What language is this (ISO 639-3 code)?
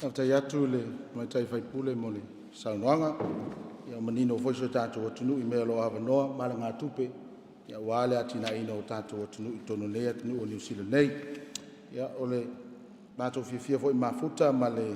smo